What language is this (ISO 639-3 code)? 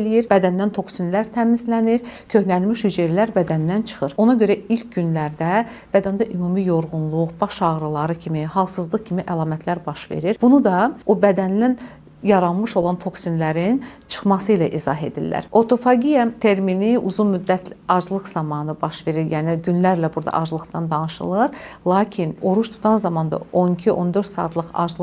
aze